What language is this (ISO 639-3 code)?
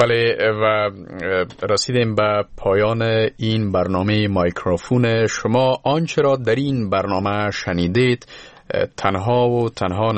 fas